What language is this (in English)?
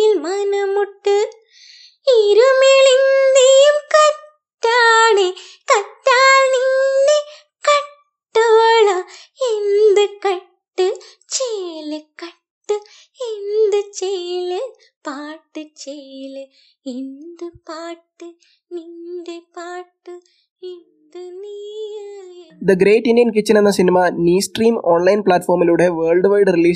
Malayalam